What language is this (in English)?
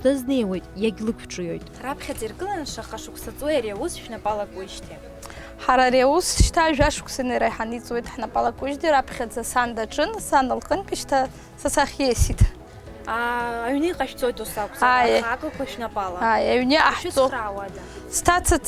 Abkhazian